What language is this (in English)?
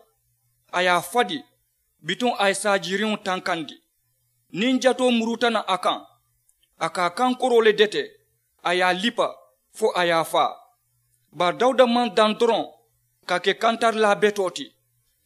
Mandingo